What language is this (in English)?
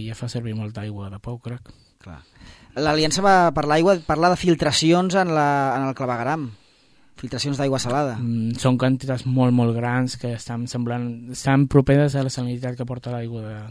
Catalan